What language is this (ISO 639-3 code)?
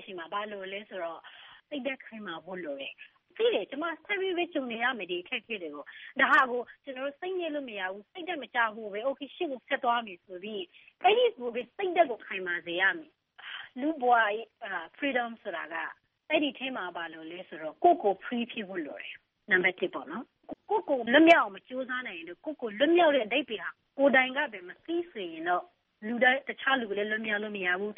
mya